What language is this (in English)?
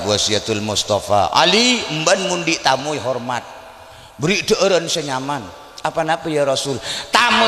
Madurese